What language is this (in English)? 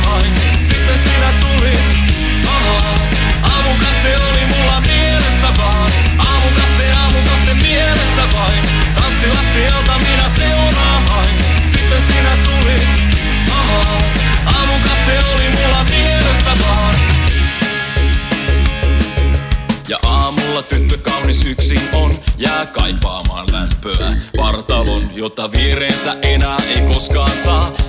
Finnish